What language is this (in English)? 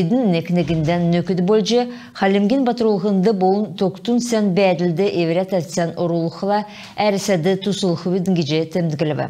Kalmyk